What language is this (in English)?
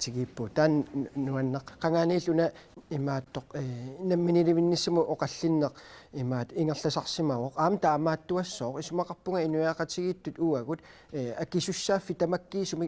Kalaallisut